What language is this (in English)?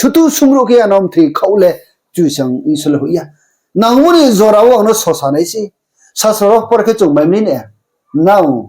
Riang (India)